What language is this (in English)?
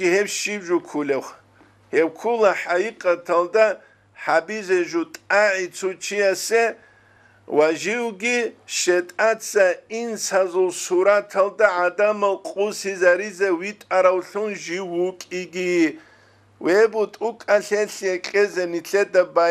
Avaric